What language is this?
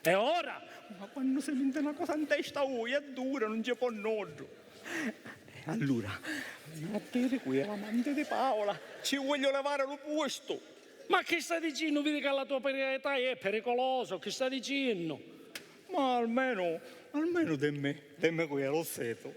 Sicilian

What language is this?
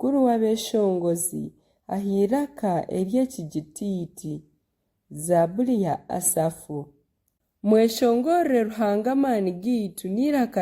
Nyankole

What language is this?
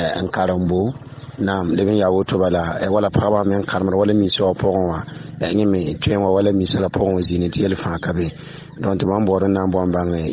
Mossi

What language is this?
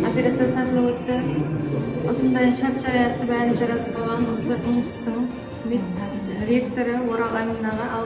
Kara-Kalpak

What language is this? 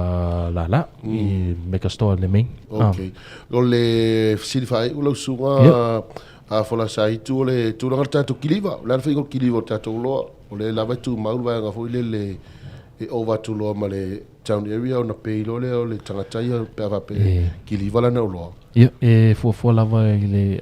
Samoan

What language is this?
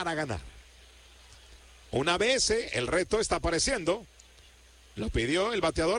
Spanish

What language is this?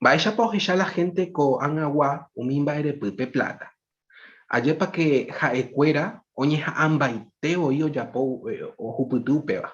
Guarani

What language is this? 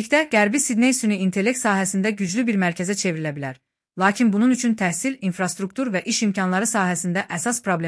Azerbaijani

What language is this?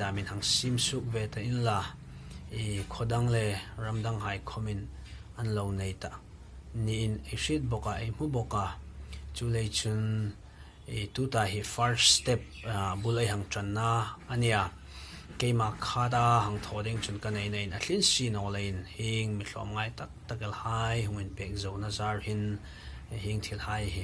Hmar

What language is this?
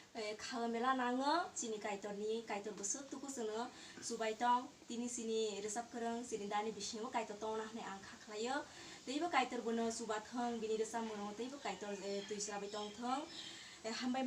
Kok Borok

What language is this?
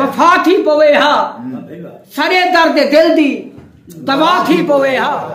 Saraiki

